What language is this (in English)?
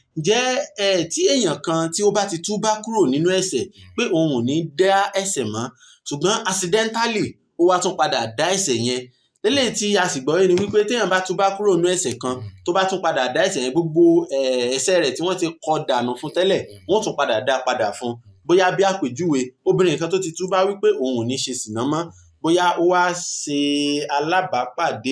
Yoruba